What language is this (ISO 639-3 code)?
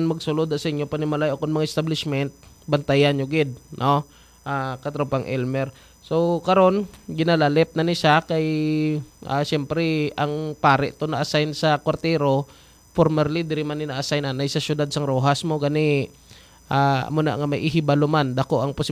hil